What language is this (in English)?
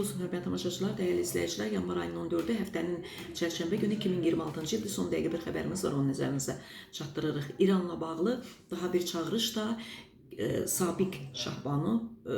Azerbaijani